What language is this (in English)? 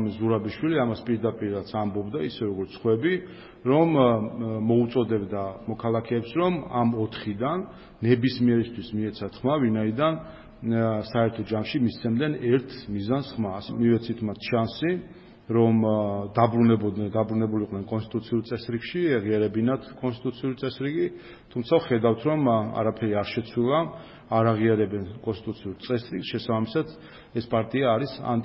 Georgian